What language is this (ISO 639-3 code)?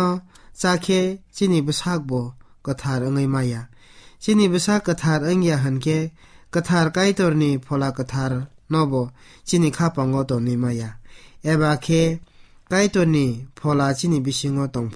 trp